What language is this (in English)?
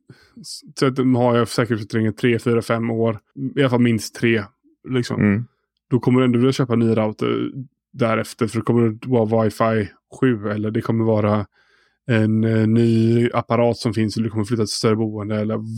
Swedish